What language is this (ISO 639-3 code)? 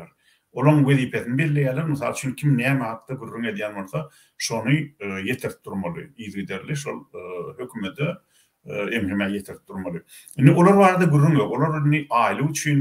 tuk